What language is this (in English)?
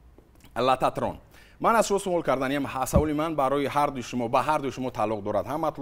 Tajik